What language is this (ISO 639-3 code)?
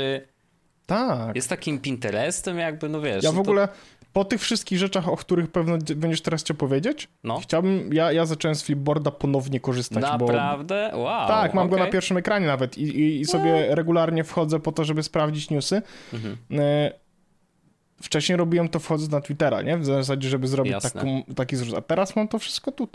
pol